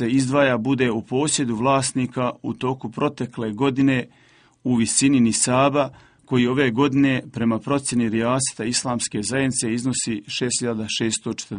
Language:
Bosnian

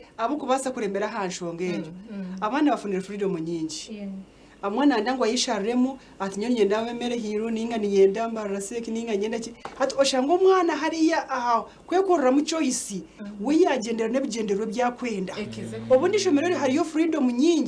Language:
Nyankole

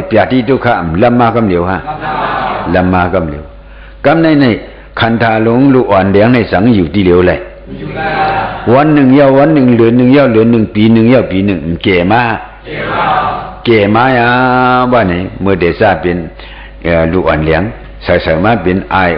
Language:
Shan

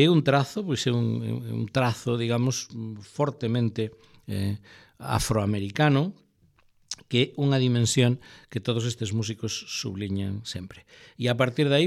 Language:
Galician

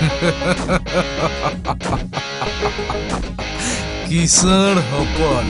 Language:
Santali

